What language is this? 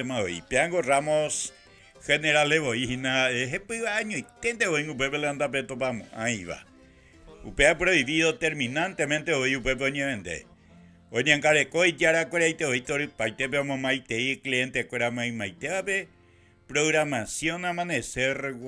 Guarani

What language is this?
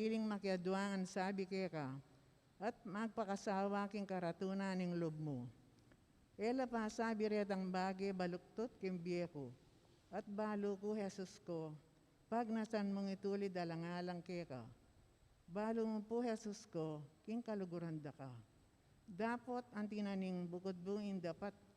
Pampanga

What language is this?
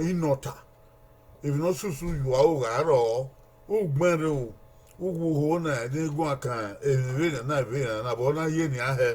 Bini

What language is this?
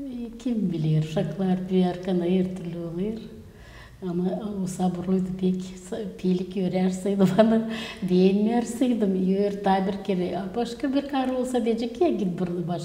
Gagauz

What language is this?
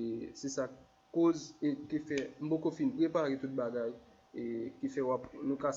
Haitian Creole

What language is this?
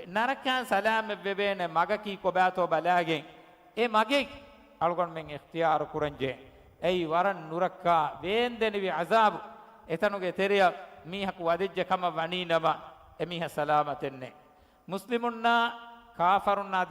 Divehi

